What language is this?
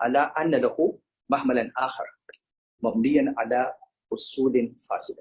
Hausa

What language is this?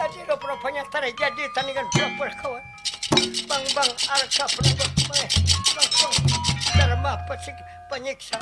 Banjar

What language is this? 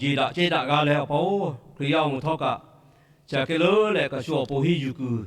Lahu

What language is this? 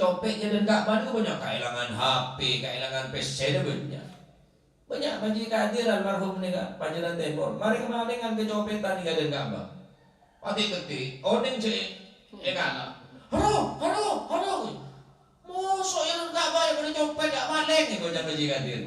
Madurese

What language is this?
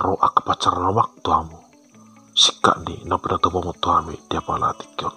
Batak Toba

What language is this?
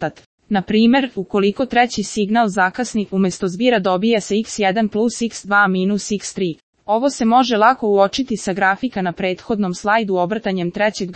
Serbian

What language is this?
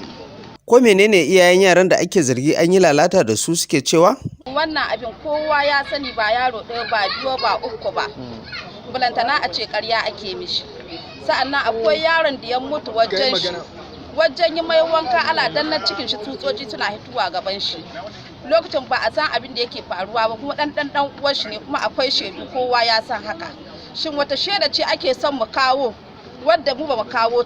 Hausa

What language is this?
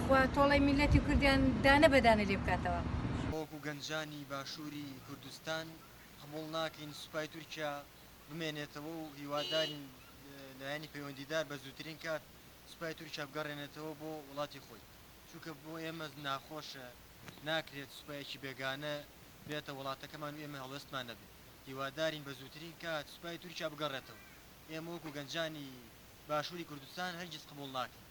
Central Kurdish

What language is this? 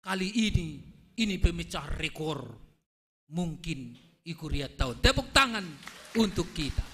Batak Simalungun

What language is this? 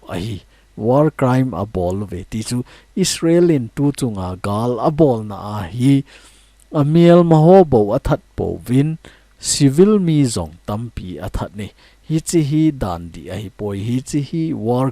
Thado Chin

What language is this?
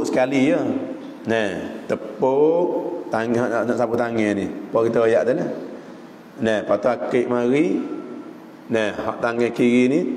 Malay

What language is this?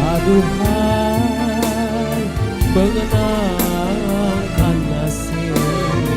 Musi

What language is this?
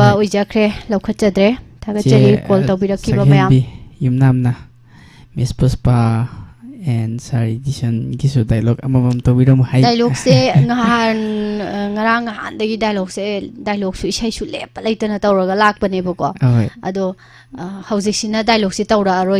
Manipuri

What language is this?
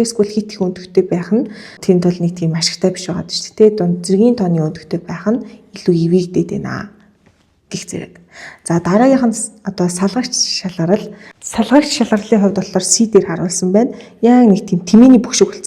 Mongolian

